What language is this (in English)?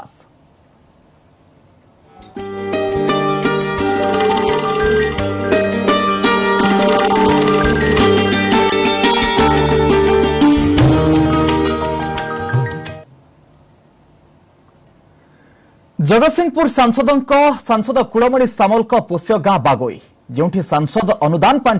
Odia